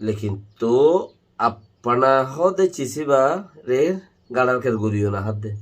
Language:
Rohingya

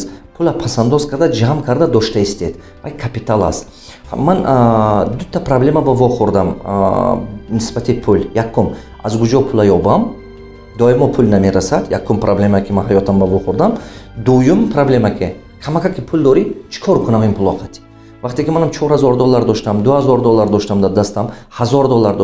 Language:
Tajik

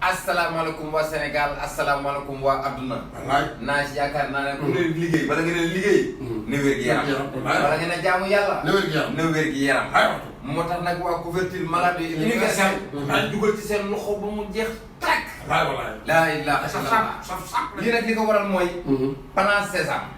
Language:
Wolof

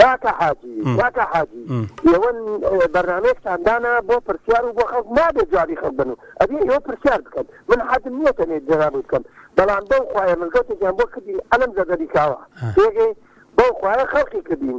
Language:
Central Kurdish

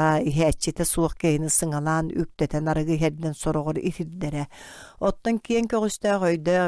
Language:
Yakut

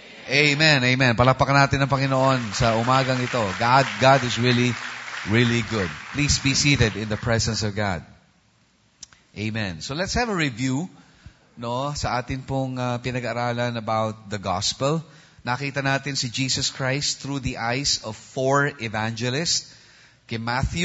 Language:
Filipino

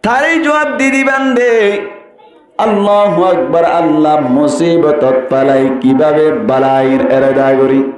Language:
Rohingya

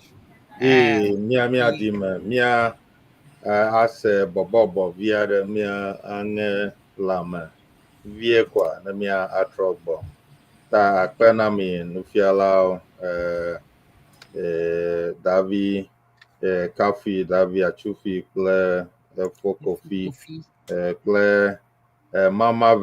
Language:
Ewe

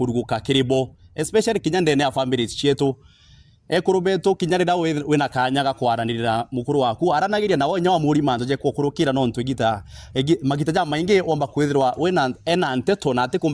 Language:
Meru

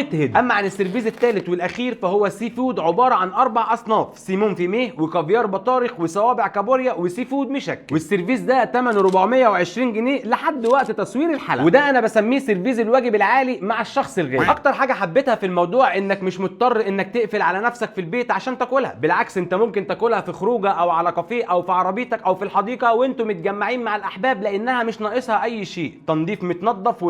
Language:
Egyptian Arabic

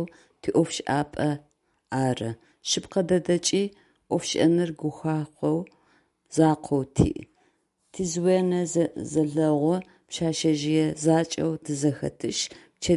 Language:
Adyghe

